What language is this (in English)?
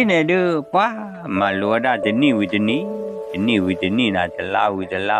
S'gaw Karen